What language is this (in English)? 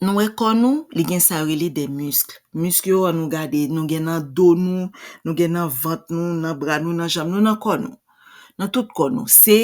Haitian Creole